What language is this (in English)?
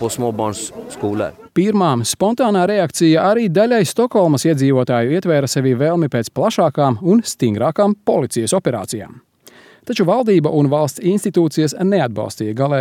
Latvian